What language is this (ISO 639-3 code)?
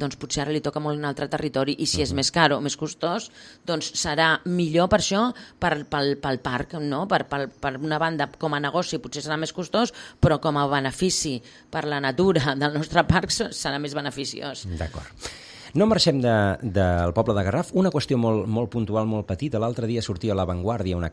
cat